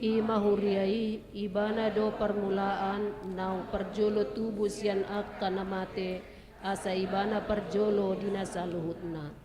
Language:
Batak Toba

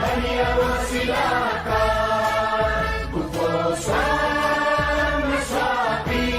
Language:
Newari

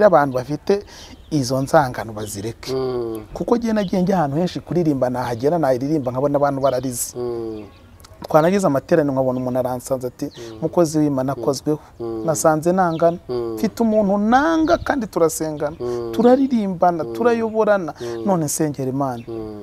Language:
Kinyarwanda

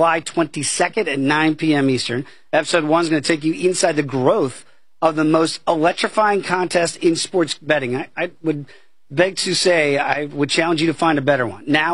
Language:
English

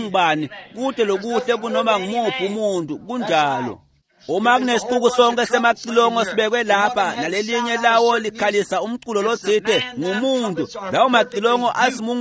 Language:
Swati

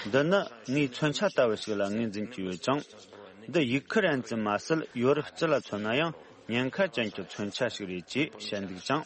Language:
Tibetan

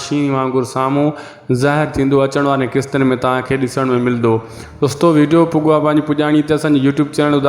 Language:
Sindhi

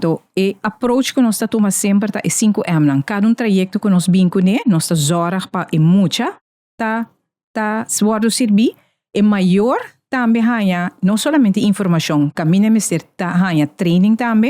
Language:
Papiamento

